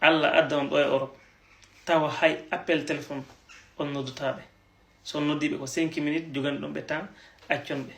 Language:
Fula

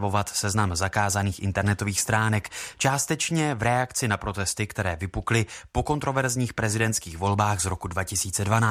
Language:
Czech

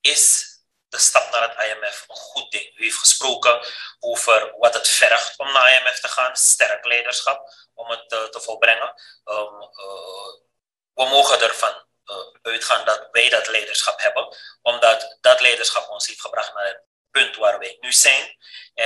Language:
Dutch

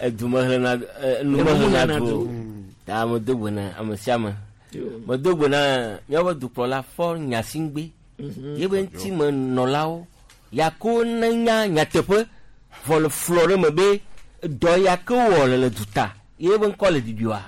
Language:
Gen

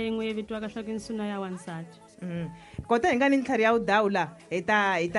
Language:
Tsonga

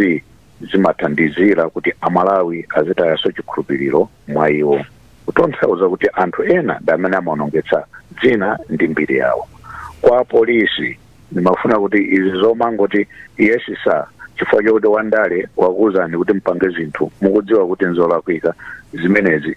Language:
Nyanja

